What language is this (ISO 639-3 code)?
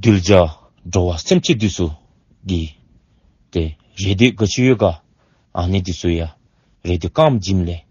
dzo